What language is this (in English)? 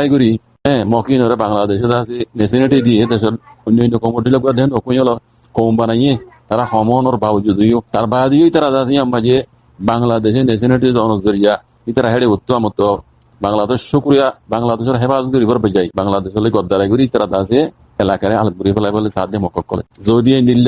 Rohingya